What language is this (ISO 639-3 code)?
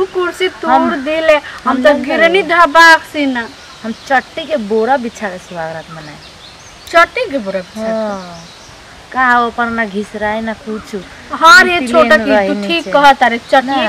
bho